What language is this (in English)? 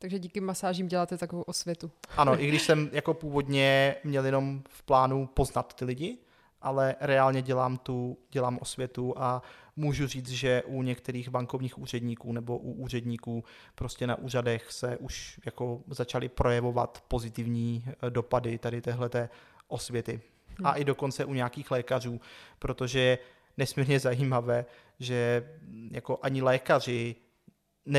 Czech